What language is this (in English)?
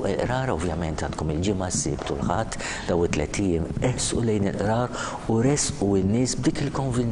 Maltese